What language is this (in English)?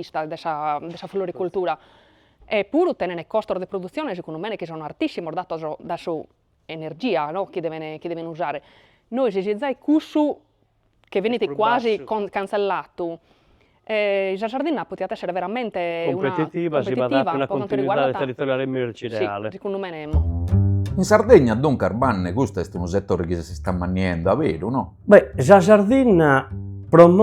Sardinian